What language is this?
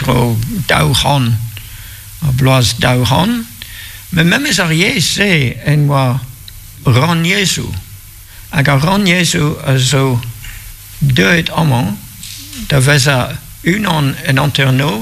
Breton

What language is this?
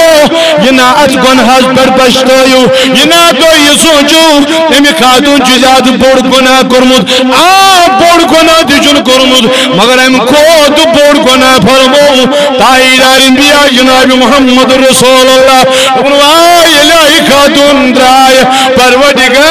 Kashmiri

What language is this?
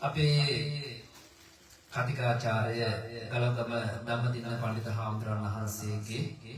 Sinhala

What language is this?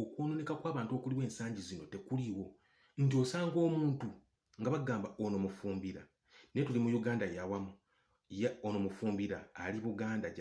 Ganda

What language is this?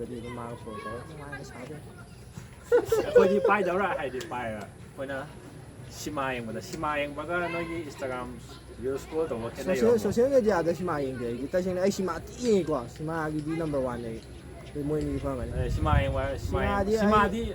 Manipuri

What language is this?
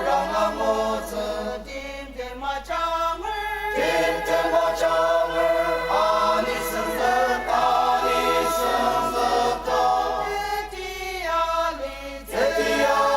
Ao Naga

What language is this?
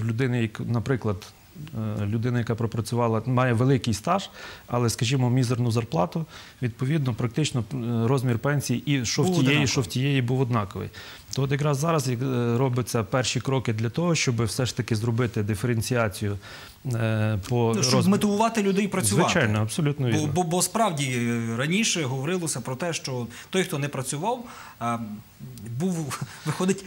Ukrainian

